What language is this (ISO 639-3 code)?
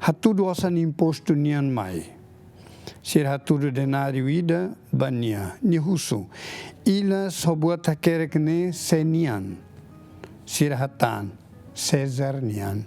tet